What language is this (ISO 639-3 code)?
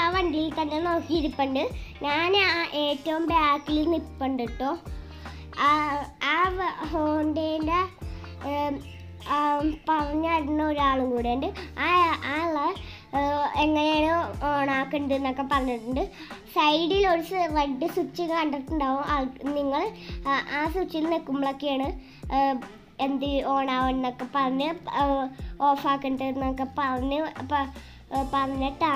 mal